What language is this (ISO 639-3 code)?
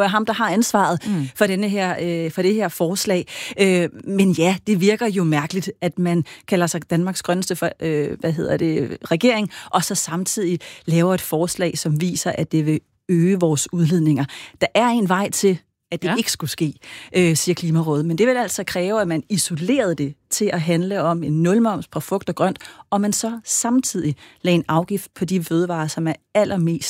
dan